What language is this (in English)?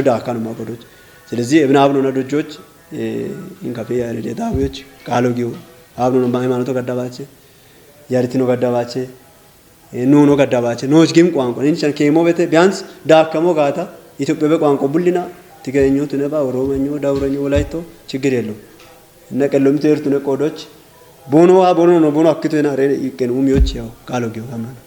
Kafa